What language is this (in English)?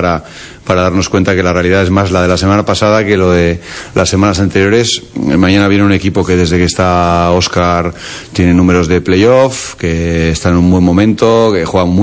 Spanish